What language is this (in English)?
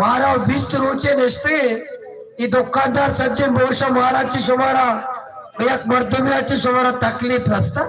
Baluchi